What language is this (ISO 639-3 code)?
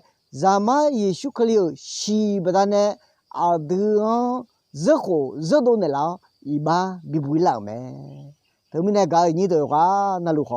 ahk